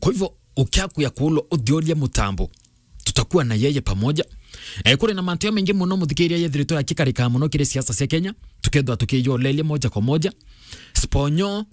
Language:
Meru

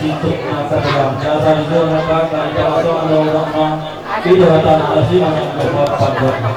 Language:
Batak Toba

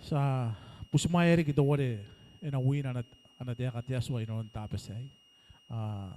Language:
Gilbertese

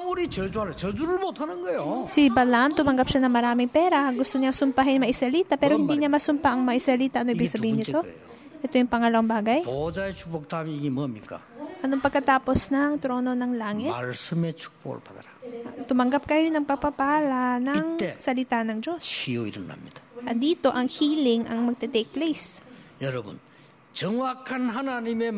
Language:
Filipino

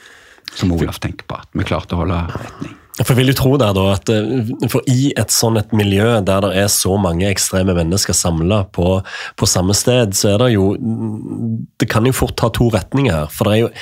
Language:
Norwegian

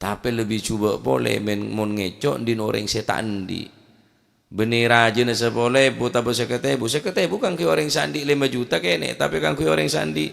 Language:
Madurese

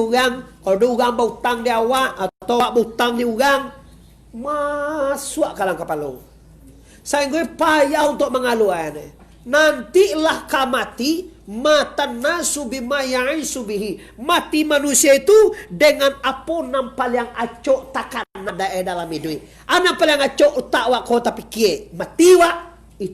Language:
Minangkabau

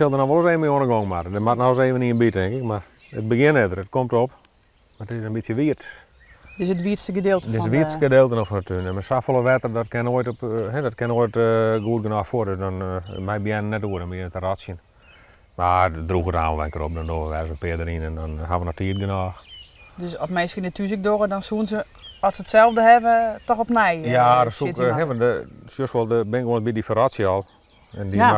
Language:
Western Frisian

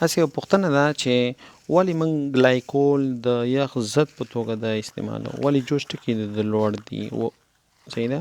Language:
Pashto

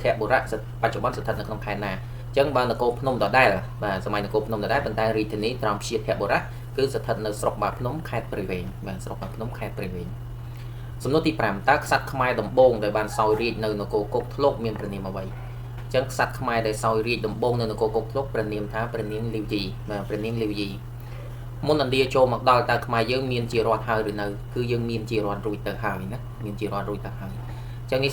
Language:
Khmer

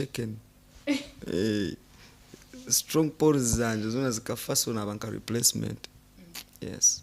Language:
Nyankole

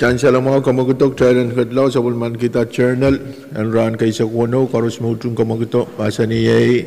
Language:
Pohnpeian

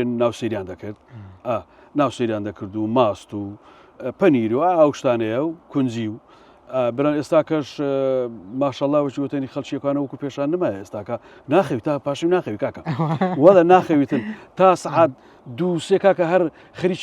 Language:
Central Kurdish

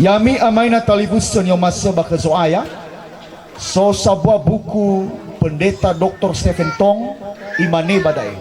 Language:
Nias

